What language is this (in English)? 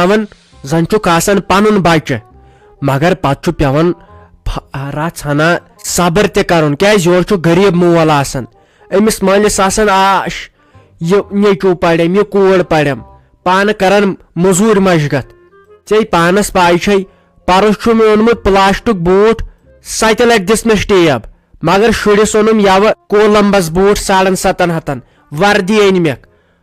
Kashmiri